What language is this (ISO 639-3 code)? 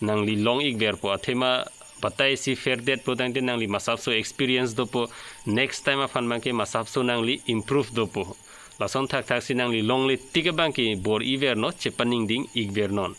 mjw